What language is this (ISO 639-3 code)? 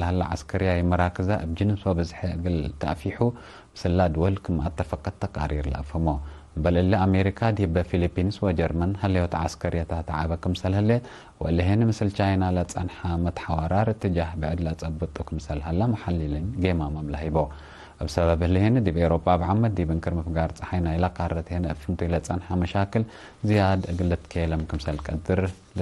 tig